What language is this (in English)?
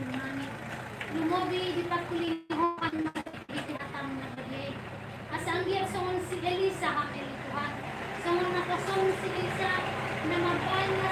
Batak Toba